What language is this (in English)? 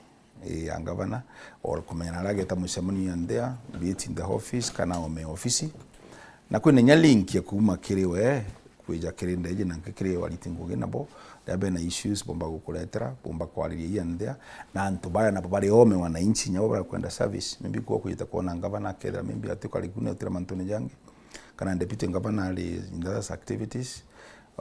Meru